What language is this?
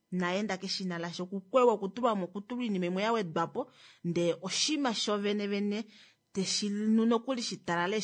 Kuanyama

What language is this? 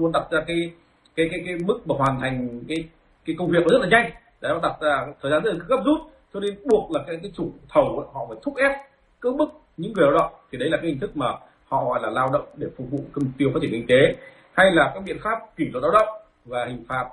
Vietnamese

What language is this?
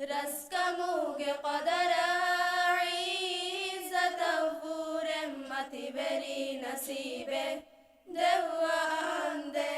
Divehi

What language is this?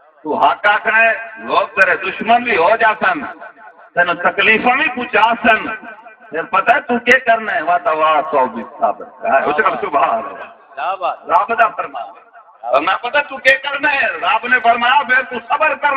Saraiki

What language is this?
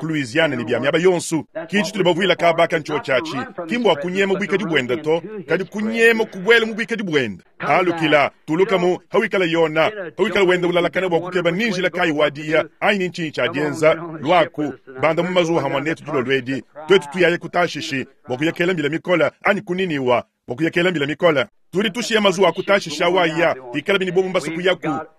Luba-Lulua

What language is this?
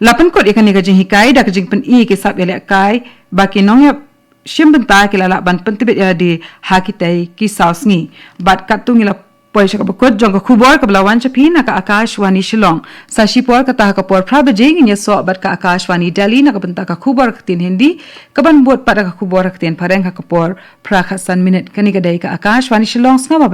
Khasi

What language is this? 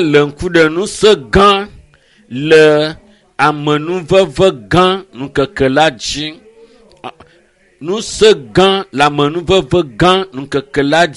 Ewe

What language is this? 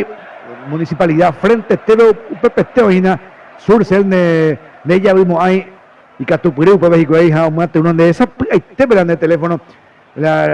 Guarani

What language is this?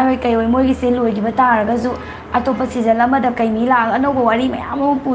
Manipuri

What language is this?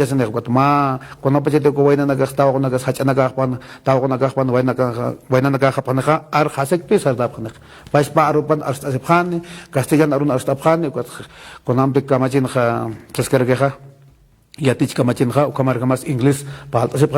Aymara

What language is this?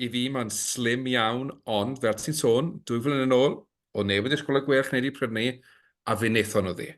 Welsh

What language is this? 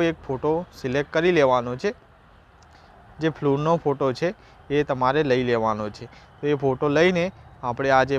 Gujarati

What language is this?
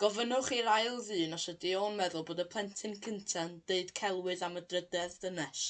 Welsh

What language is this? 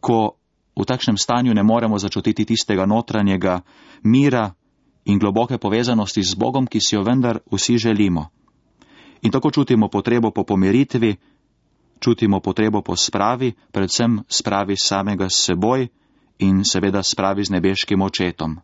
Slovenian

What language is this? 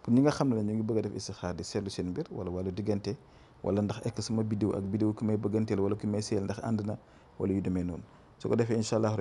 Wolof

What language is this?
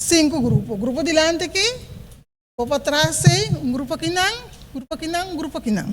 Papiamento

